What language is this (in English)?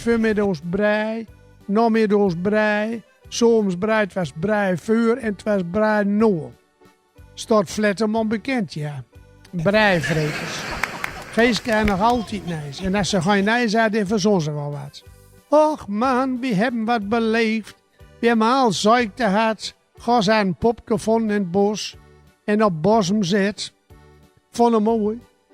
Gronings